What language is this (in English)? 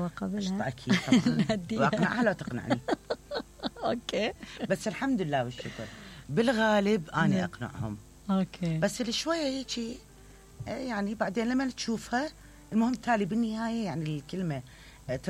Mesopotamian Arabic